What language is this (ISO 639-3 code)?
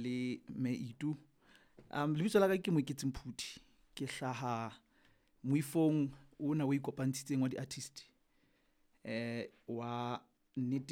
sot